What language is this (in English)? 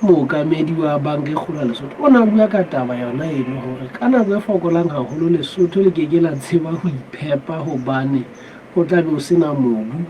Southern Sotho